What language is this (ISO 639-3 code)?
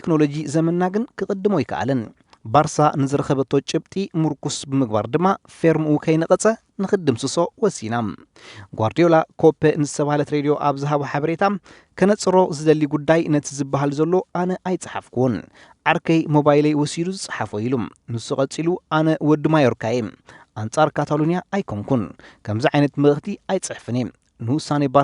tir